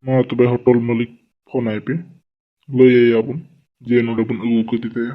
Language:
Santali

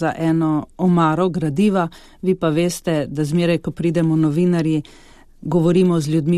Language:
Slovenian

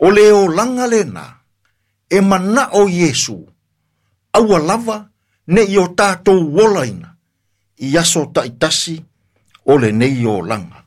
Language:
Samoan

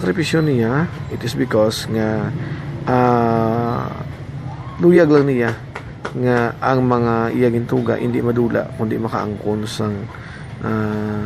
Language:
Hiligaynon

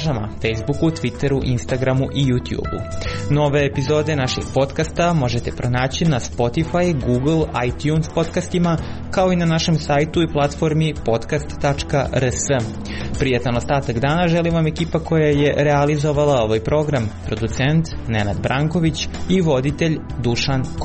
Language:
Serbian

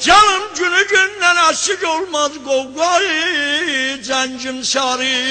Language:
South Azerbaijani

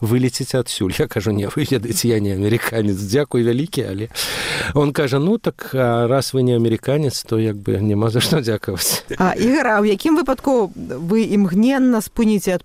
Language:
Belarusian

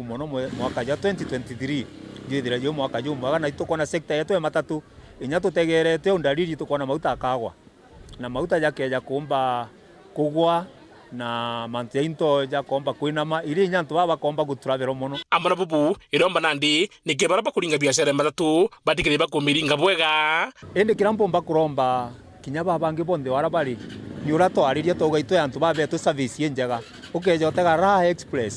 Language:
Meru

